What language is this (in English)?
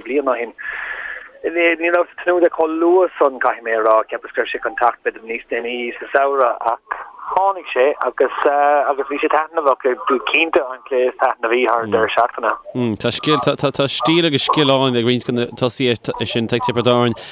Irish